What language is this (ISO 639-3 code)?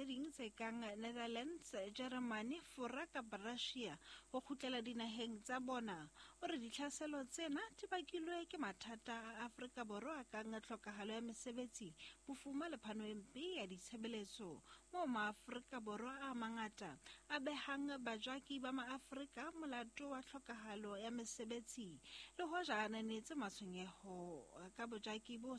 sot